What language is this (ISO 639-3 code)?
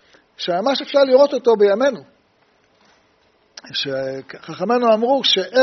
heb